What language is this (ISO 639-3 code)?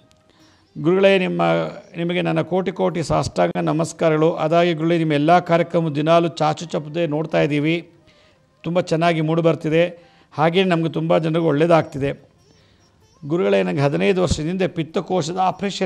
kan